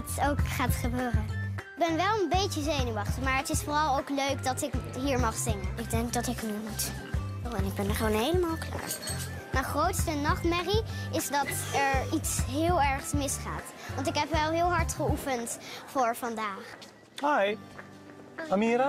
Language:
Dutch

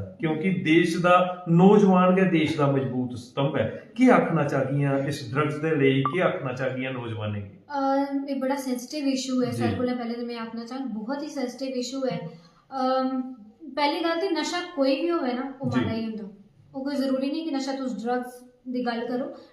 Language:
Dogri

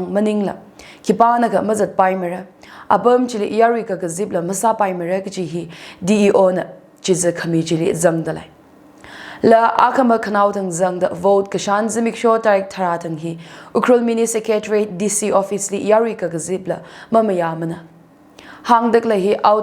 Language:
Tangkhul Naga (India)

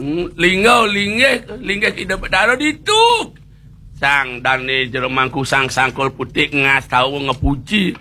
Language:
Balinese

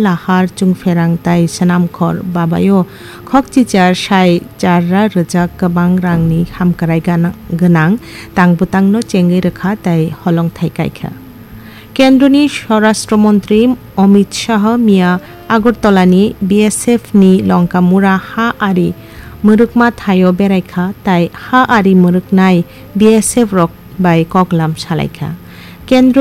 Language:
Kok Borok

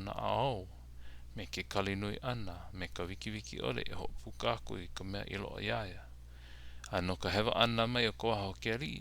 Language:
Hawaiian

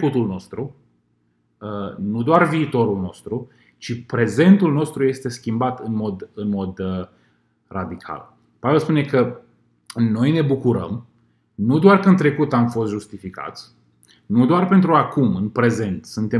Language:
Romanian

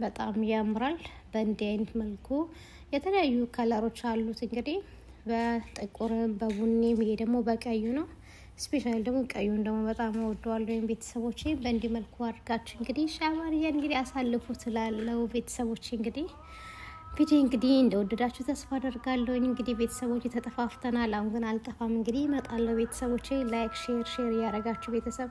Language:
Amharic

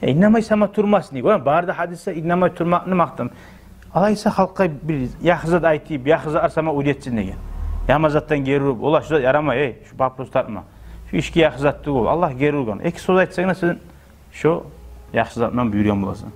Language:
Kumyk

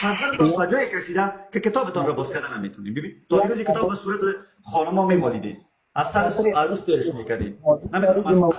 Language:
Persian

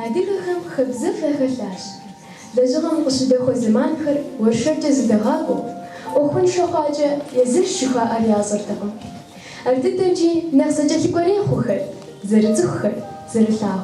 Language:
Kabardian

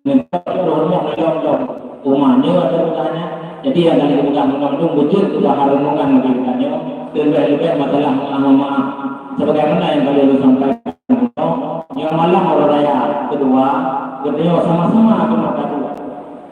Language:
Achinese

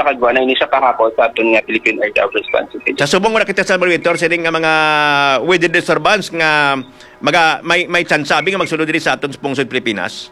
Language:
Hiligaynon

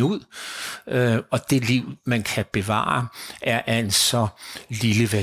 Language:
Danish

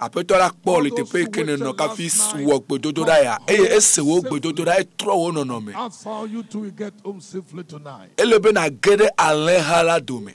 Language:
Ewe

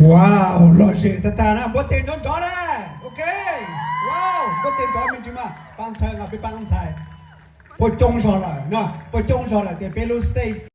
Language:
Hmong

